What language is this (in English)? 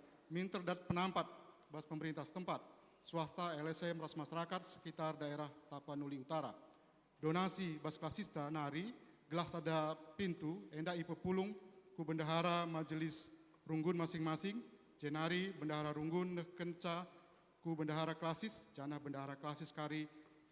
Batak Karo